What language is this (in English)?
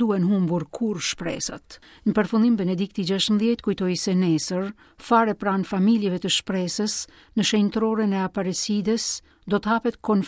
Albanian